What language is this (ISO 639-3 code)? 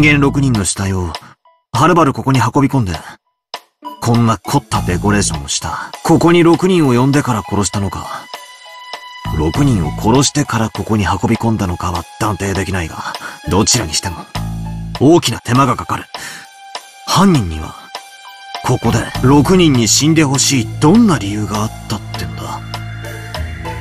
jpn